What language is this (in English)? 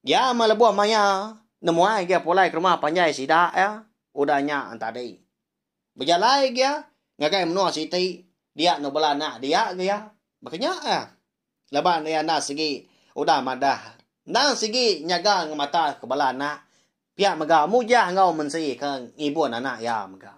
Iban